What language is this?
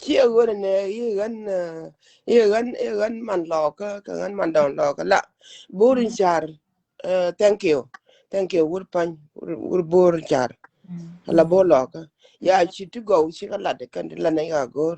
Nuer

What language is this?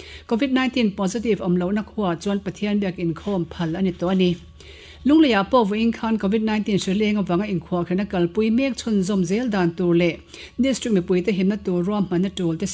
Mizo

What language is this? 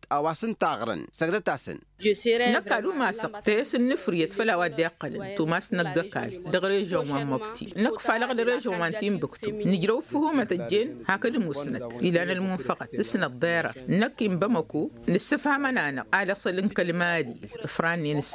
Tamasheq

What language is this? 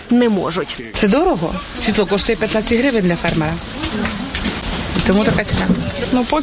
Ukrainian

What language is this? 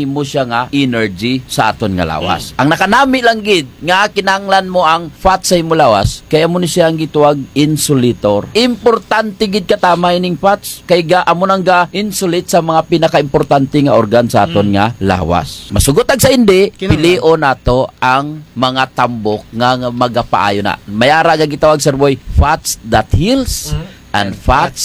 Hiligaynon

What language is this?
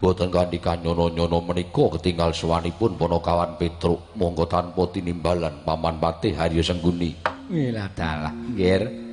Javanese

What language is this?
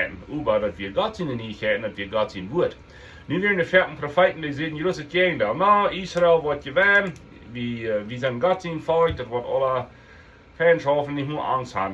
Plautdietsch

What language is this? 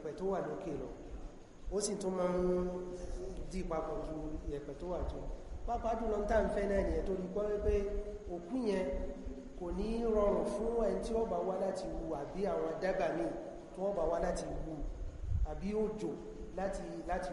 Yoruba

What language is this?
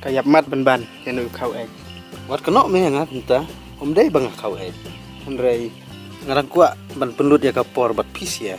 Khasi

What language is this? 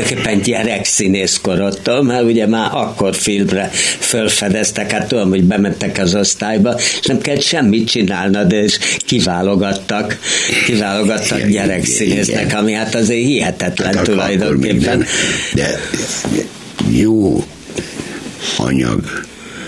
Hungarian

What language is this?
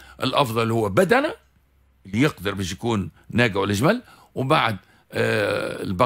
Tunisian Arabic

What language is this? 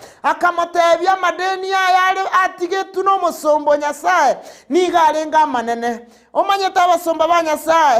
Gusii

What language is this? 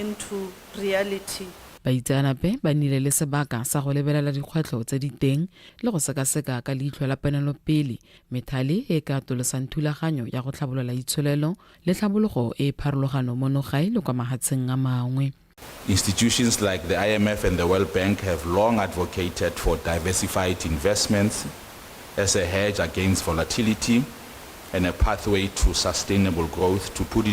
Tswana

